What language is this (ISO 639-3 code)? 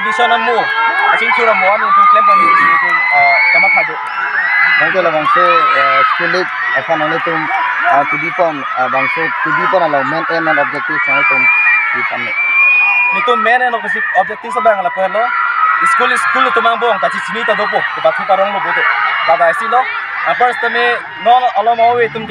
mjw